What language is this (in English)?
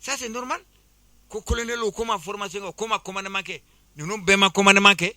Bambara